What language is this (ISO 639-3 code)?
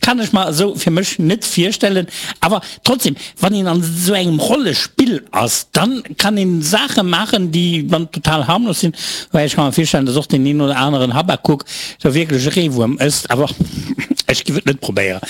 ltz